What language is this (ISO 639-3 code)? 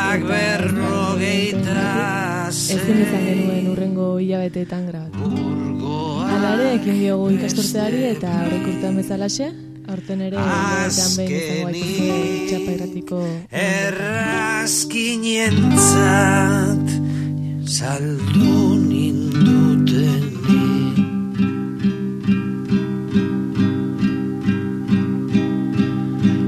eus